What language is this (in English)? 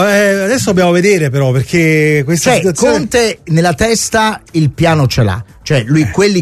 Italian